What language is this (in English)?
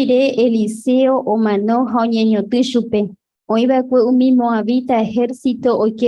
Guarani